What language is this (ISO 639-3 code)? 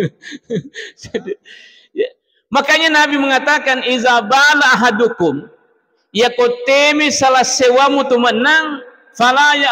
bug